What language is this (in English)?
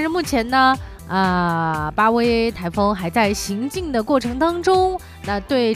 Chinese